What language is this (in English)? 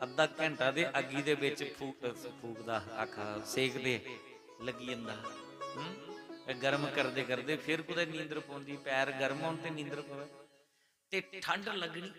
Dogri